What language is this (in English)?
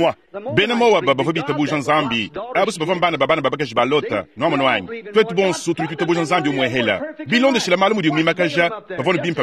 Luba-Lulua